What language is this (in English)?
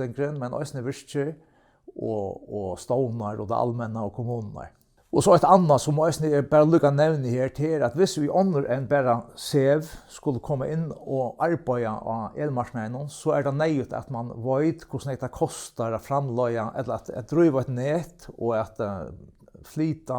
Faroese